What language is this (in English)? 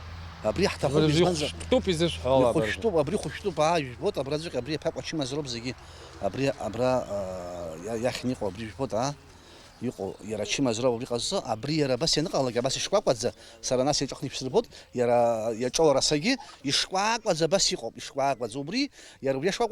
Abkhazian